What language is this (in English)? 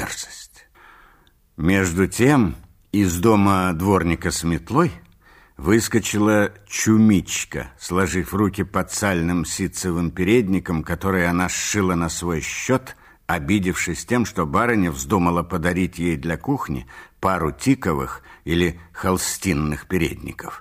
Russian